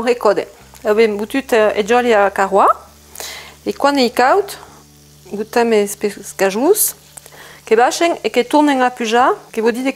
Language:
Occitan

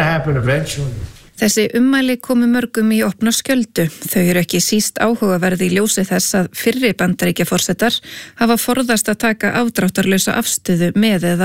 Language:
Icelandic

